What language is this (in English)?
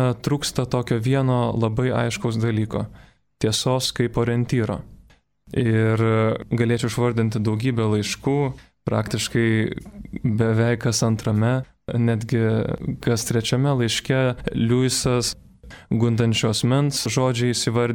Lithuanian